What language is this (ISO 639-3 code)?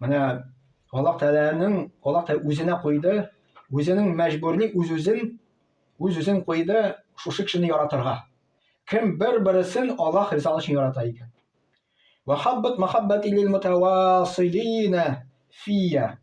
tat